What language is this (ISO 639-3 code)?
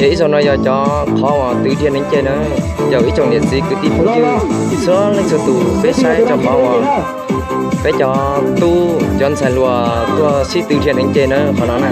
hmn